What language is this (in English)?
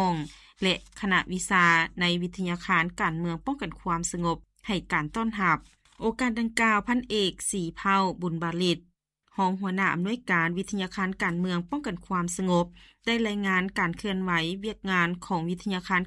Lao